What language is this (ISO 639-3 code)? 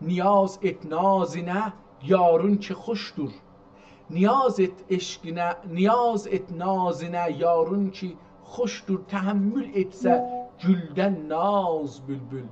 azb